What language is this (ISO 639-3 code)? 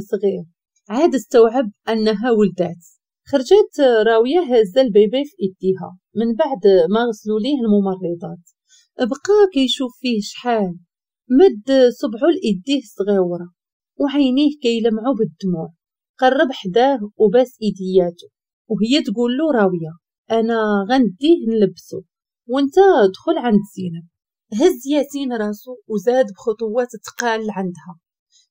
ary